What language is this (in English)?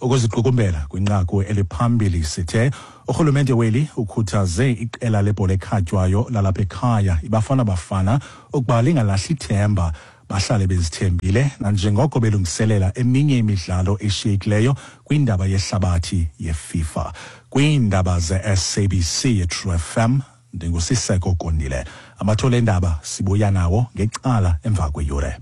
Xhosa